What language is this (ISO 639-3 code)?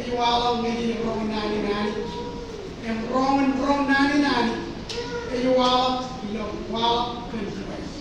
mah